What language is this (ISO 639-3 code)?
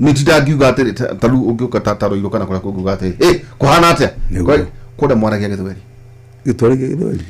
kik